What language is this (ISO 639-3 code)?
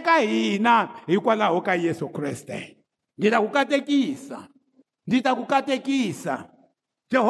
tso